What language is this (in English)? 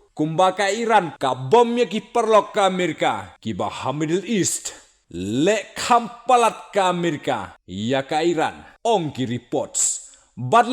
Khasi